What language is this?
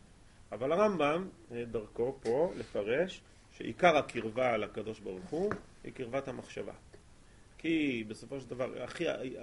Hebrew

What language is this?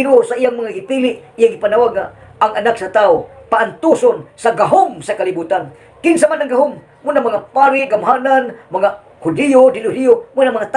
Cebuano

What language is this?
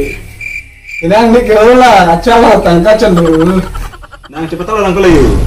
Karbi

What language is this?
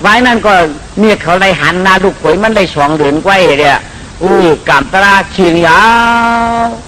Shan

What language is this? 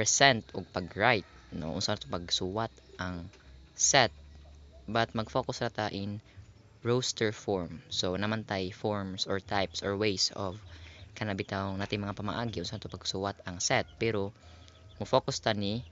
Cebuano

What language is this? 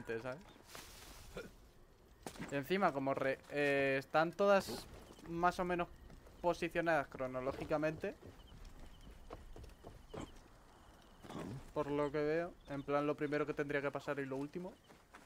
Spanish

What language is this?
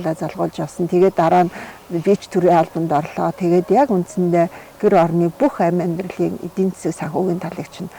Mongolian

